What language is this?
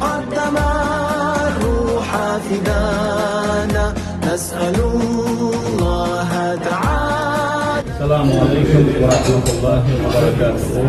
Chechen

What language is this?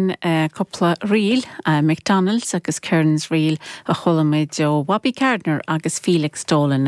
Irish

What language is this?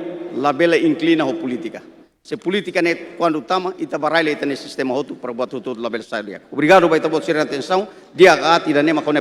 Tetum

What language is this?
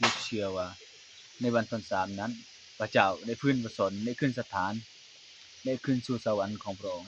Lao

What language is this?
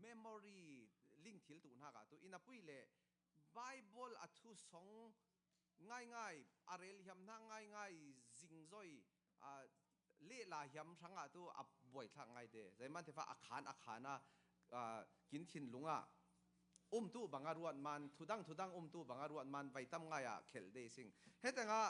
Falam Chin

